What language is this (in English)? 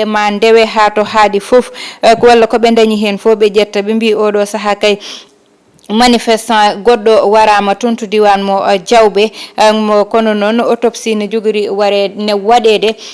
Fula